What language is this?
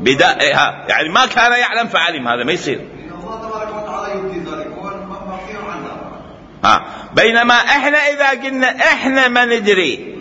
Mesopotamian Arabic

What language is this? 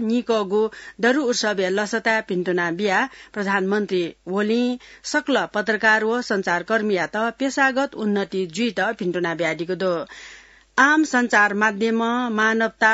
Newari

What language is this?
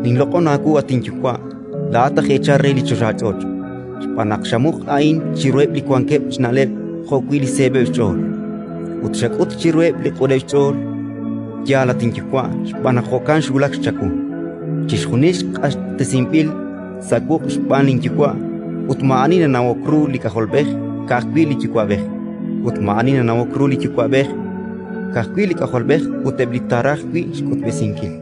Kekchí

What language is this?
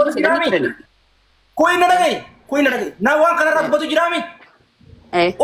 Oromo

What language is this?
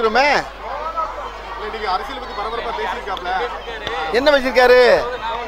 Tamil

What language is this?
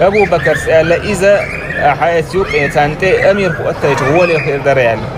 Chechen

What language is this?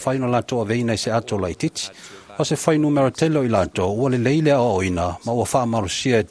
Samoan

